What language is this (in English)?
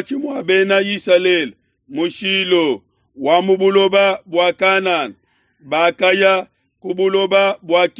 Luba-Lulua